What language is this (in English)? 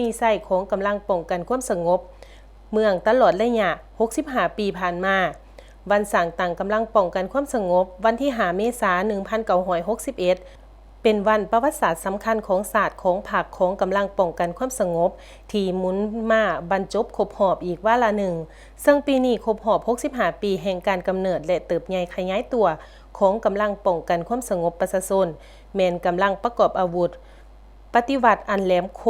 Lao